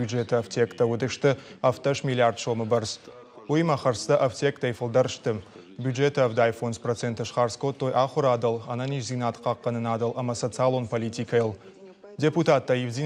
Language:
Ossetic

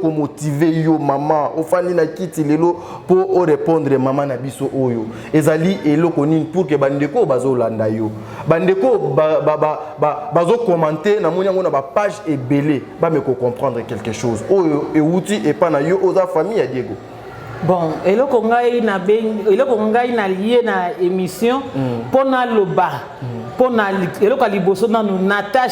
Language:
Lingala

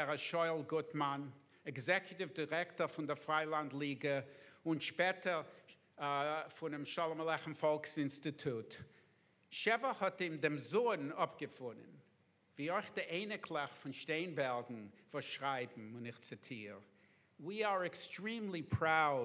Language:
Yiddish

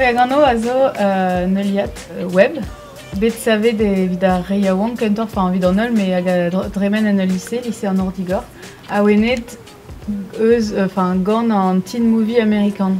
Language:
Breton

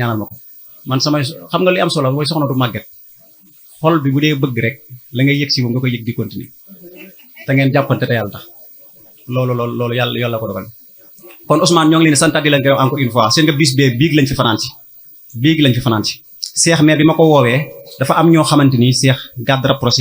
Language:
Wolof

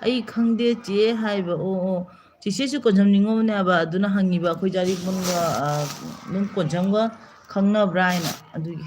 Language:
Manipuri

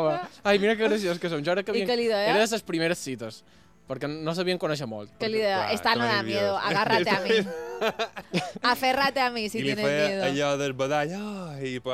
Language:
Catalan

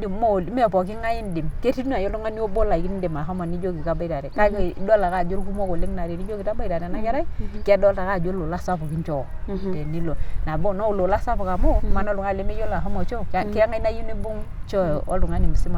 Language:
Masai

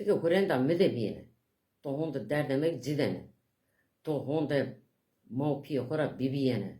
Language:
Zaza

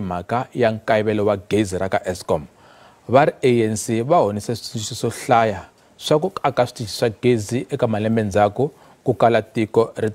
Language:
Tsonga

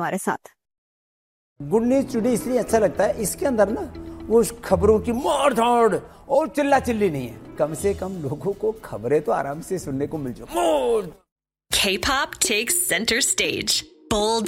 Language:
Hindi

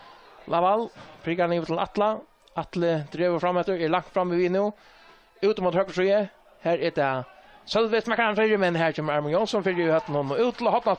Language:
Faroese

